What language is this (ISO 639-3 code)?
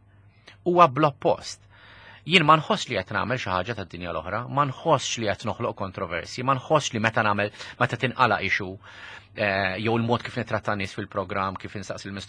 mlt